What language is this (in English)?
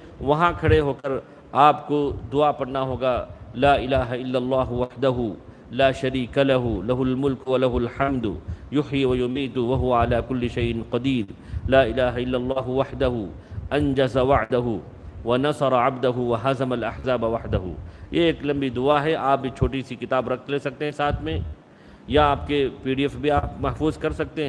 Urdu